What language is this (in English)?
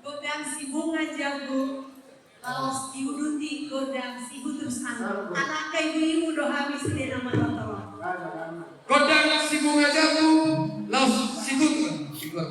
Batak Toba